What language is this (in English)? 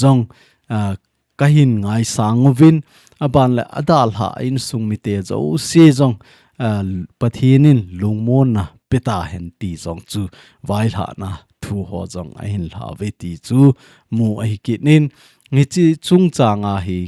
Thado Chin